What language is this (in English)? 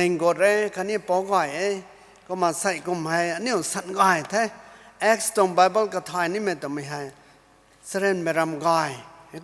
Rongmei Naga